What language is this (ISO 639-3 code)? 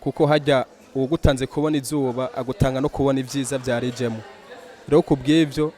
run